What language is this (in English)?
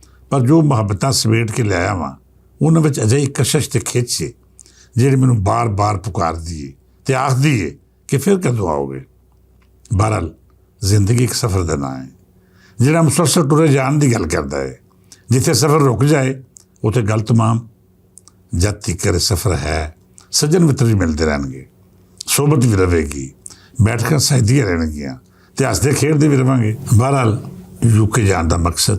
Western Panjabi